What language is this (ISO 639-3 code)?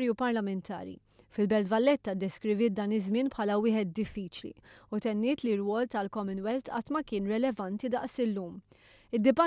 mlt